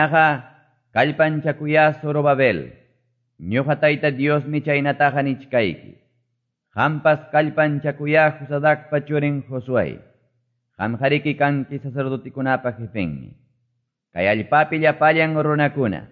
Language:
Quechua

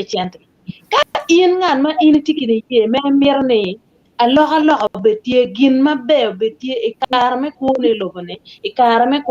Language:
Acoli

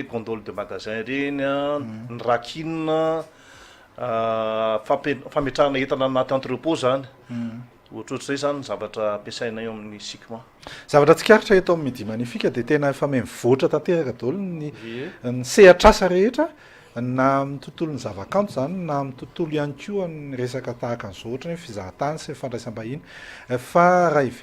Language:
Malagasy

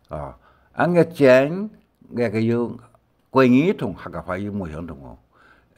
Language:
Hakka Chinese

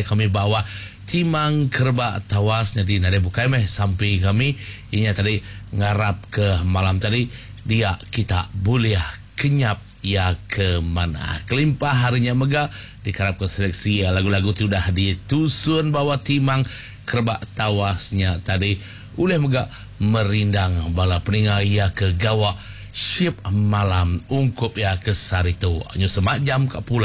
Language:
Iban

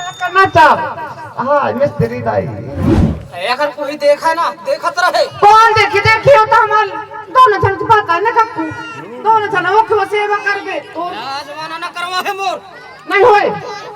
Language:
Chhattisgarhi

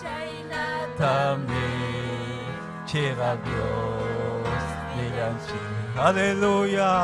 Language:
Ayacucho Quechua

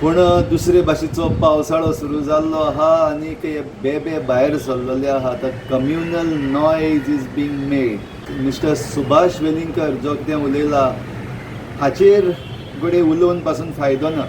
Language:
Konkani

